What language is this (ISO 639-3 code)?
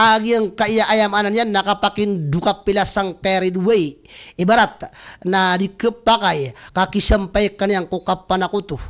mrw